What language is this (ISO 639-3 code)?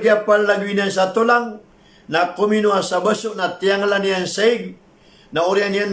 mrw